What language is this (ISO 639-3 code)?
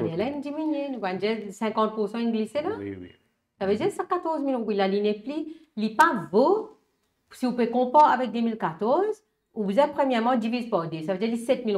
mfe